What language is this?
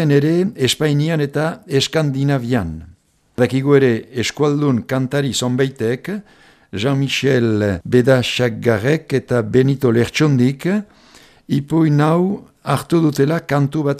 Basque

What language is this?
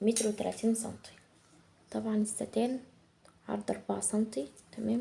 Egyptian Arabic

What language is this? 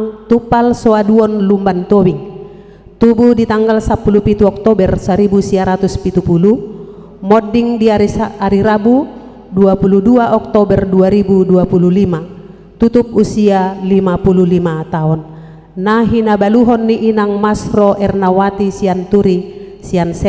Batak Toba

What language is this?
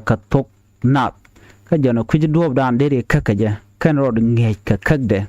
Nuer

